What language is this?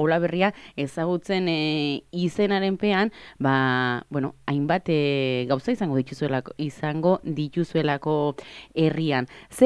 Basque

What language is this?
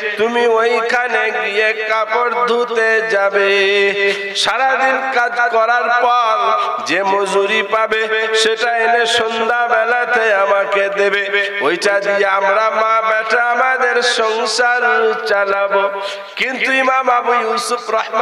Bangla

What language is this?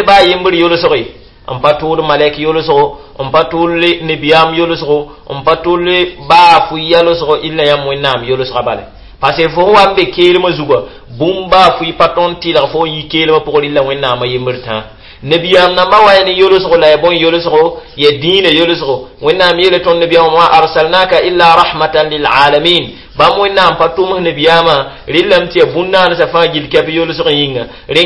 Mossi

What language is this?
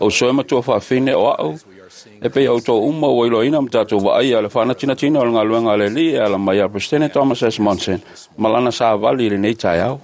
Samoan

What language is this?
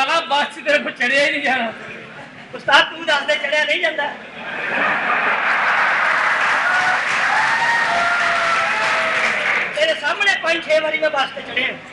Punjabi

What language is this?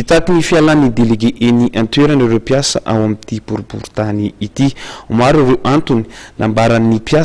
Malagasy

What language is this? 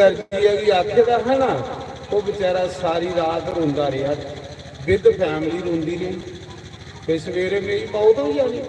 Dogri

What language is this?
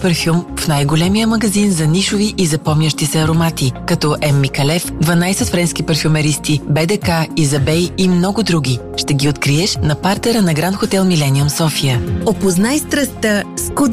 Bulgarian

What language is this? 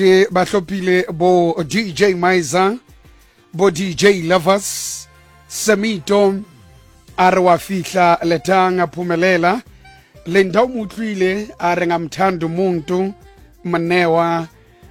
Tswana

